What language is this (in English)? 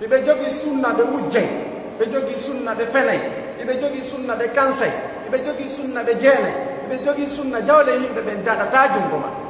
Pular